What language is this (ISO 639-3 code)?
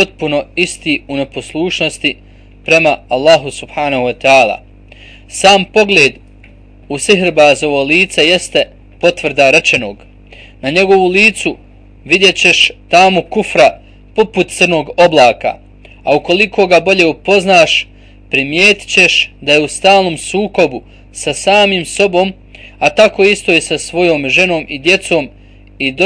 bos